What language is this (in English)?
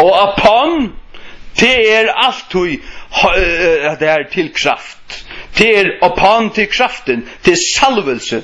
Faroese